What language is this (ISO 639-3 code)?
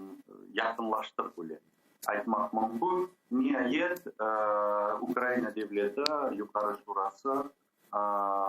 crh